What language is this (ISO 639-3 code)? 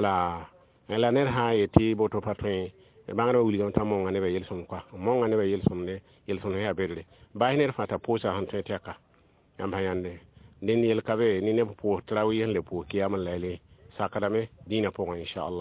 mos